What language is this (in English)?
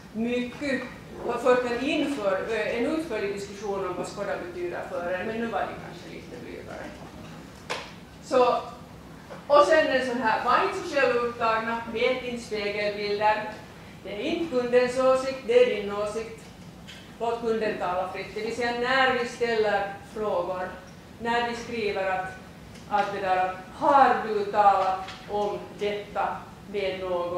Swedish